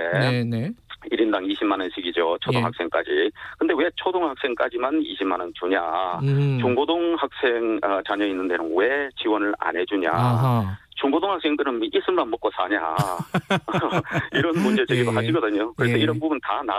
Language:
Korean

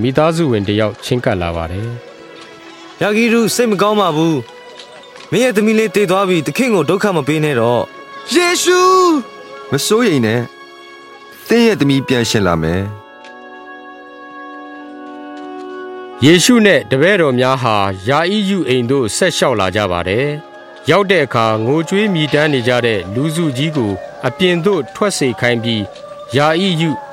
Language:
Burmese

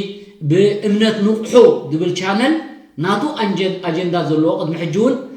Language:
Tigrinya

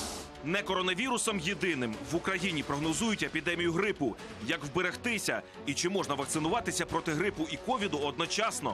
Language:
Ukrainian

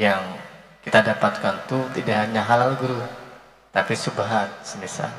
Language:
Banjar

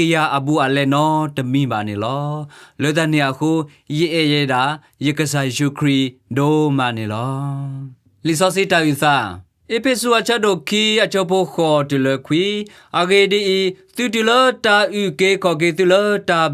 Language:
S'gaw Karen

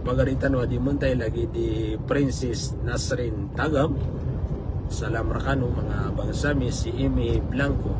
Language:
Maranao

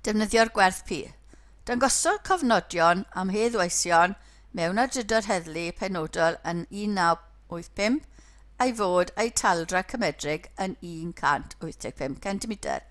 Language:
Welsh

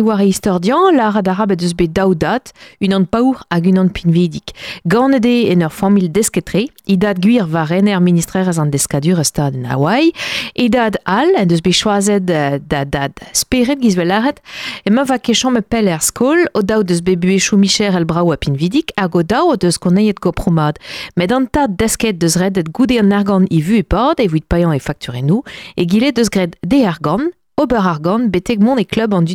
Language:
Breton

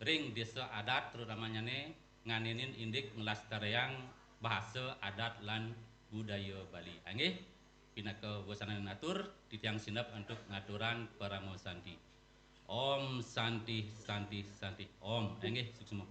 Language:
Balinese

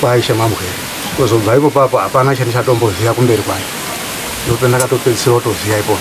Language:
Shona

